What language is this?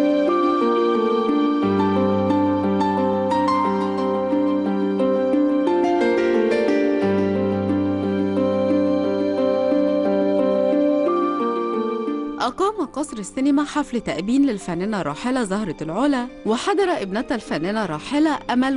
Arabic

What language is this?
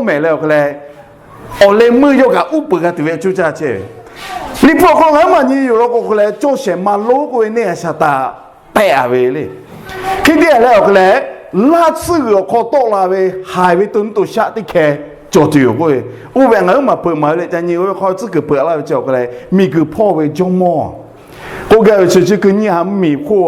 Lahu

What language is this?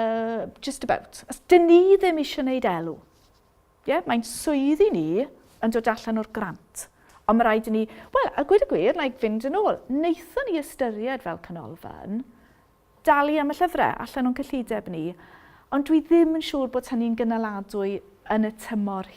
Welsh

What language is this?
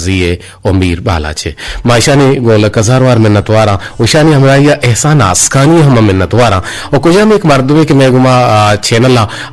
Eastern Balochi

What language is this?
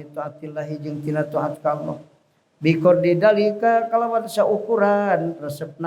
Sundanese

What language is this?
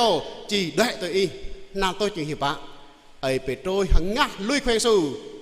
Jarai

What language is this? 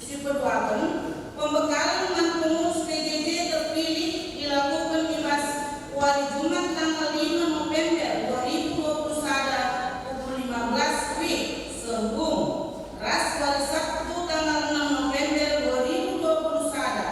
Batak Karo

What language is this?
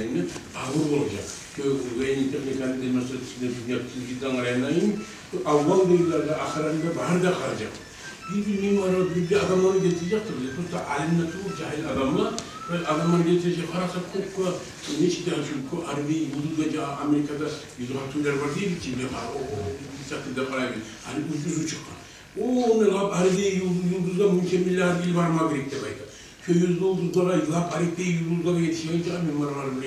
Kumyk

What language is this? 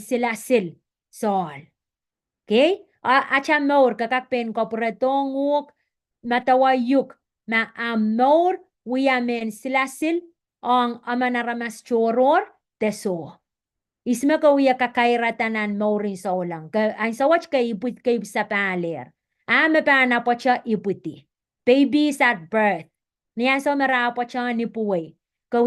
Pohnpeian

